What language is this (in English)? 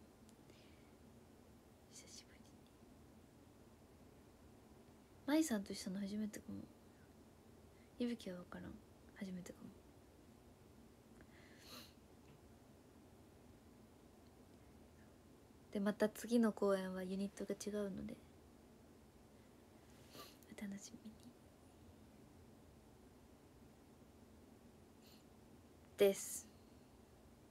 Japanese